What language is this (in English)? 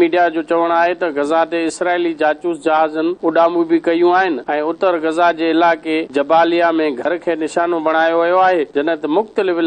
Sindhi